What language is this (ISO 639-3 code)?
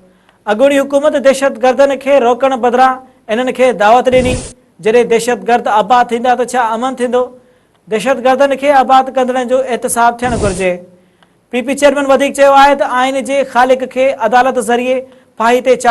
snd